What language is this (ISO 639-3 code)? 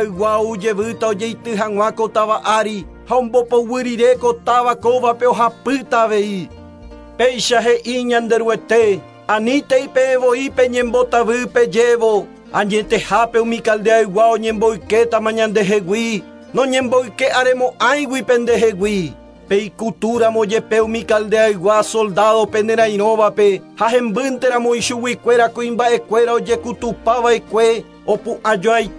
grn